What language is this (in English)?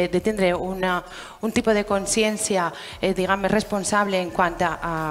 Catalan